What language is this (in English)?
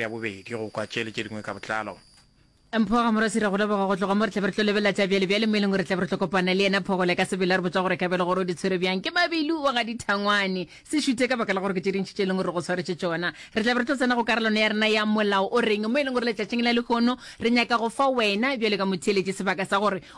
Northern Sotho